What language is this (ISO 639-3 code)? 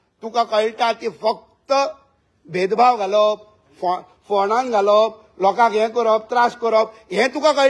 kok